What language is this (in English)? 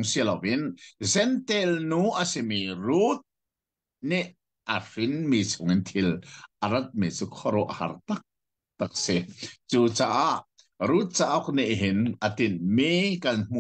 Hakha Chin